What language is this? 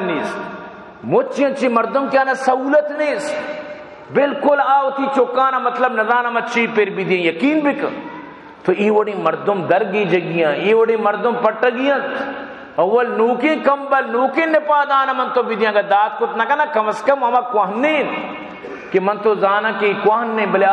Baluchi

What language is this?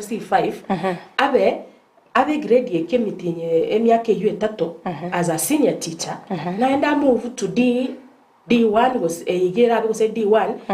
Gusii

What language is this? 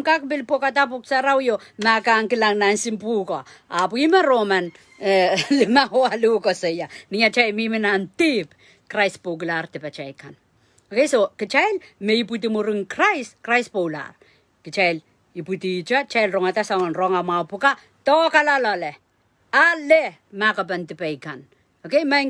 Pohnpeian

